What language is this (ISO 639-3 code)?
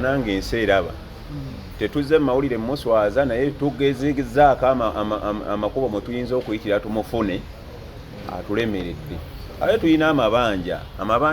lug